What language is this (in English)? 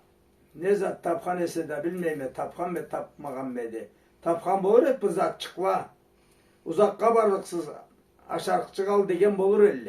Karachay-Balkar